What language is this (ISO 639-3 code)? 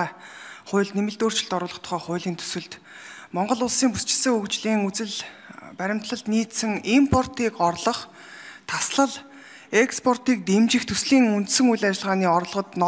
mon